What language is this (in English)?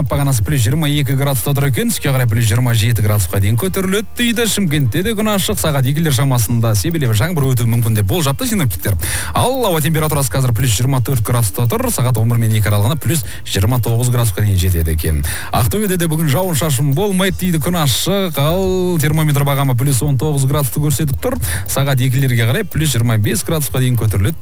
Kazakh